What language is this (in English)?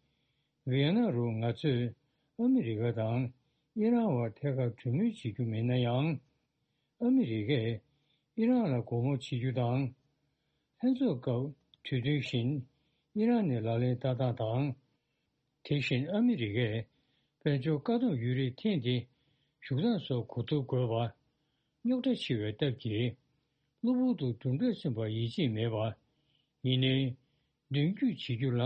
Tibetan